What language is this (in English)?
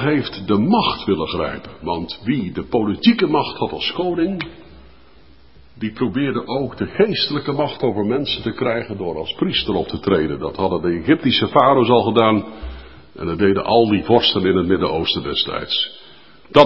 Dutch